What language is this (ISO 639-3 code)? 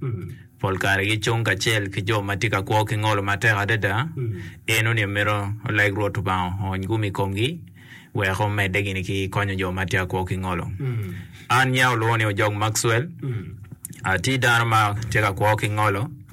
ach